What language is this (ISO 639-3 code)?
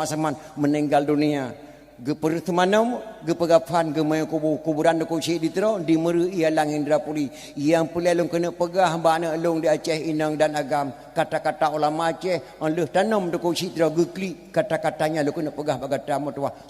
ace